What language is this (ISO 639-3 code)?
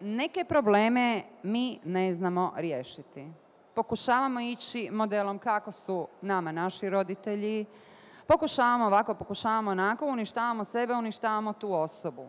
bos